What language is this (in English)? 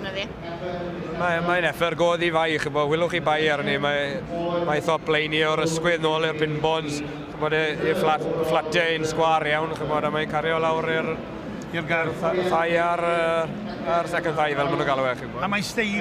Welsh